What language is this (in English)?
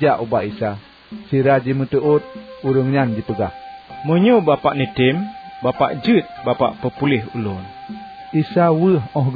Achinese